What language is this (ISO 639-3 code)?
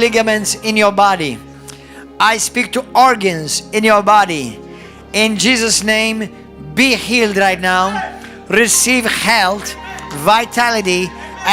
eng